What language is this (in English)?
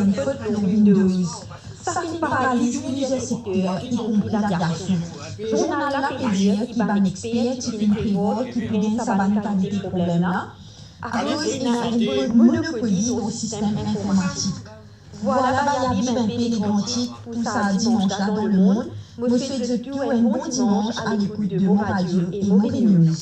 Morisyen